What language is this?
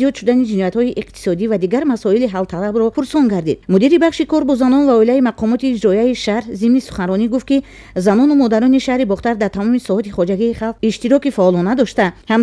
Tajik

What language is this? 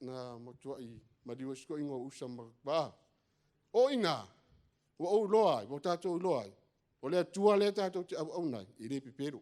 Samoan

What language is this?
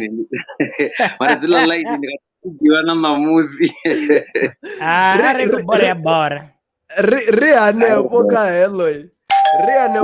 Venda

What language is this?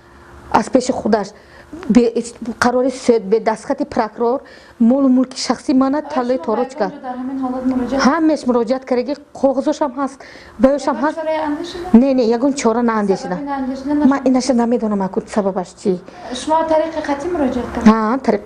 Tajik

